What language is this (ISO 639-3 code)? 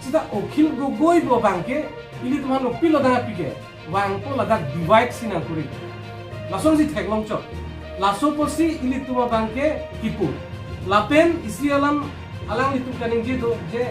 mjw